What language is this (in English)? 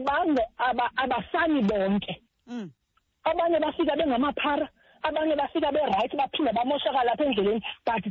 Xhosa